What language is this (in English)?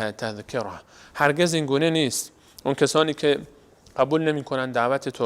Persian